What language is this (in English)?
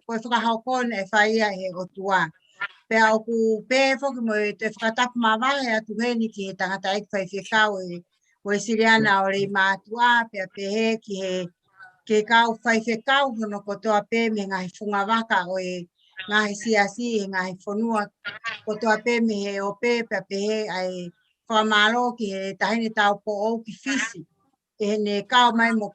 Tongan